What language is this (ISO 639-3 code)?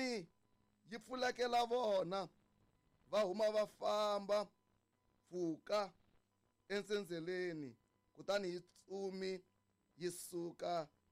tso